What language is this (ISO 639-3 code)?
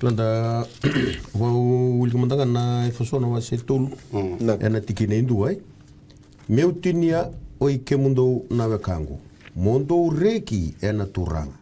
fij